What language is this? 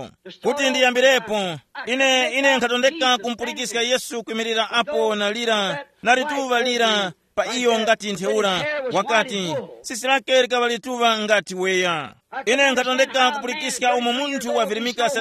Tumbuka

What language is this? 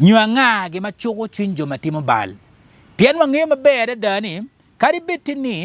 Acoli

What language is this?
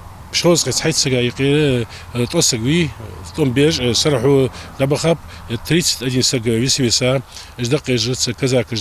Ingush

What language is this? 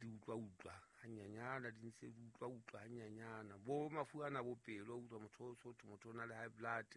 Southern Sotho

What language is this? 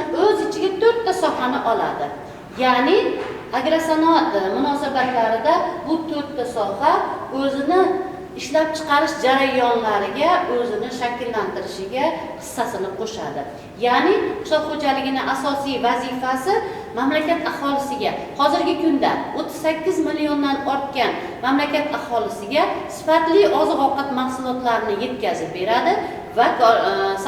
Uzbek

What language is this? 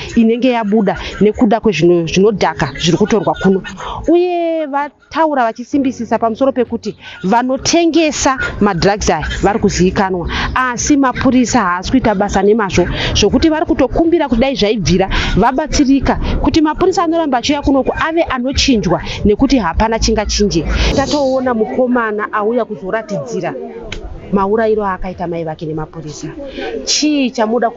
Shona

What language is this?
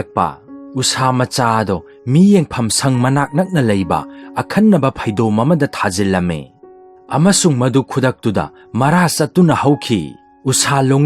Manipuri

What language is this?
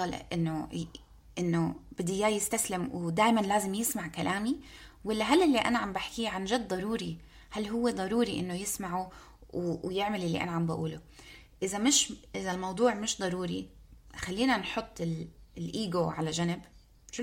North Levantine Arabic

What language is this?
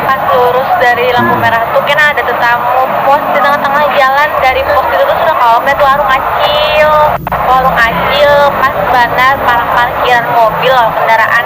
Banjar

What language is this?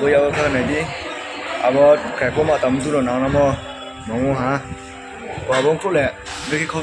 Riang (India)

